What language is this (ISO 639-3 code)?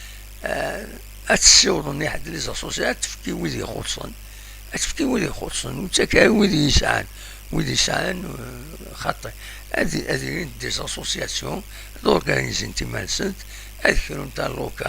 kab